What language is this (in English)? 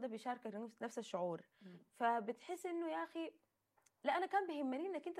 Sudanese Arabic